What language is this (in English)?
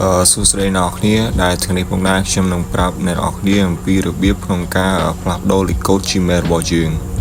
Khmer